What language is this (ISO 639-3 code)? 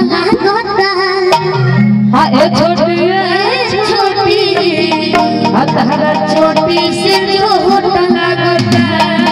bho